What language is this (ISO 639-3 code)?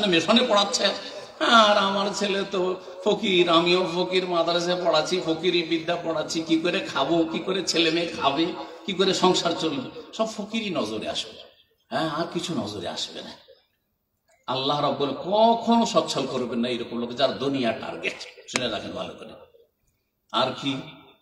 ben